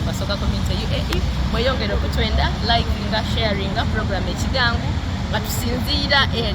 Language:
Soga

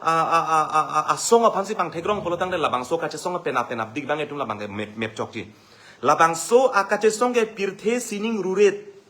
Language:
Karbi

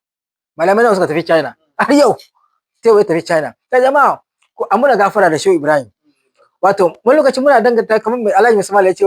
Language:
Hausa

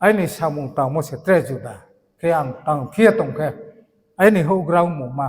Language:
Riang (India)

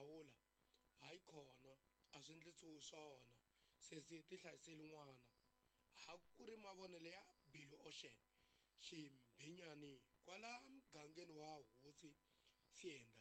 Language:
Tsonga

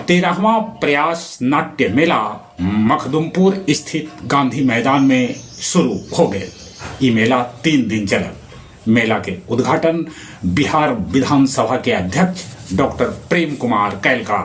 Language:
Magahi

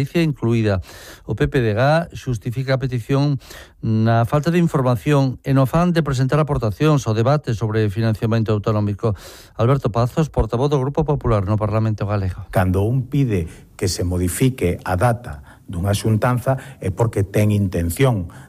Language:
Galician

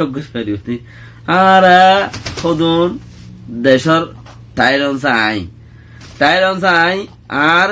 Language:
Rohingya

